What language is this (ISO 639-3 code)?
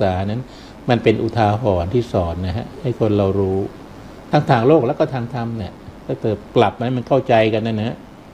tha